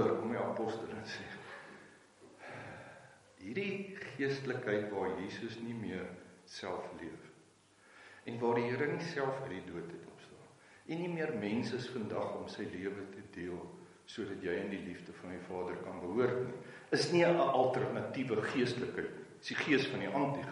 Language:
Afrikaans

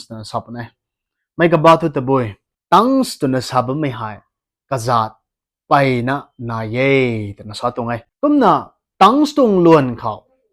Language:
Rongmei Naga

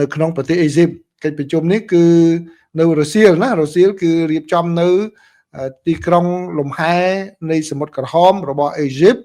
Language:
Khmer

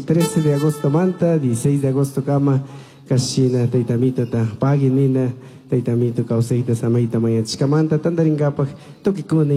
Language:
Chimborazo Highland Quichua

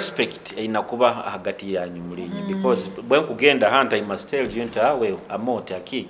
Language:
Nyoro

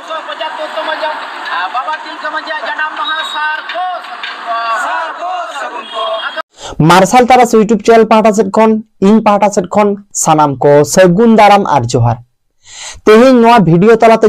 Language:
Santali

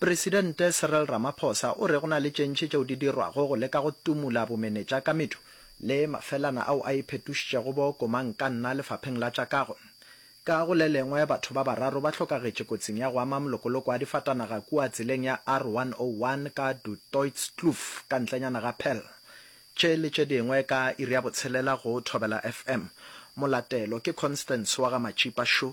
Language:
Northern Sotho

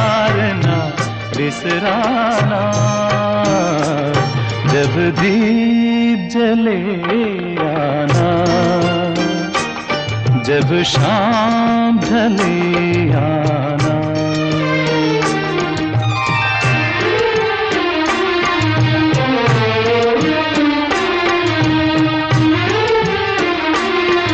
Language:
Hindi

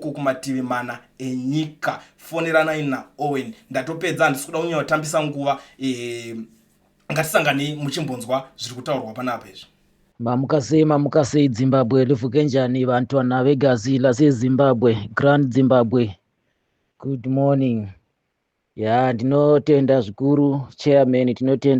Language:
Shona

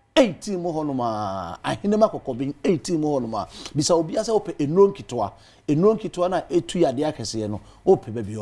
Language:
Akan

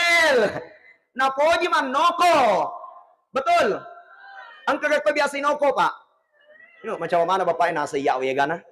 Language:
Buginese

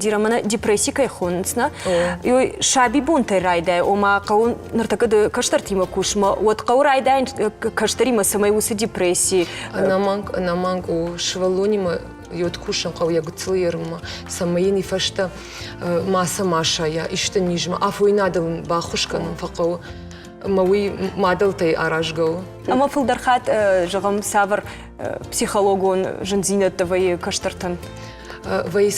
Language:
Ossetic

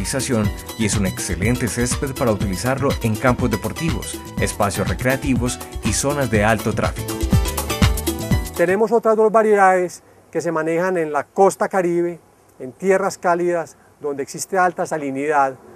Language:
Spanish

